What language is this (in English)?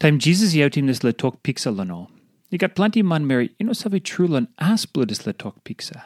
Tok Pisin